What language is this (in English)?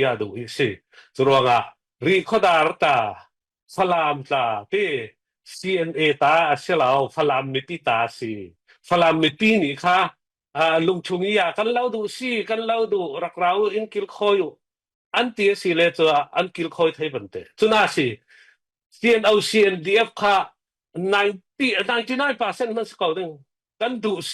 Falam Chin